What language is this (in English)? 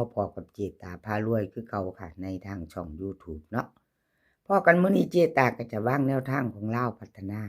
Lao